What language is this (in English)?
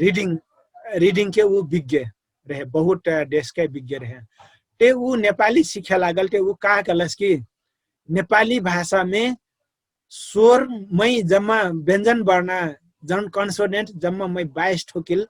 Dangaura Tharu